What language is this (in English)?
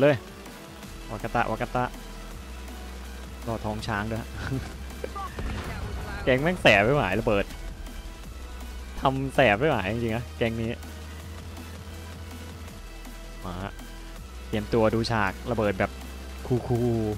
Thai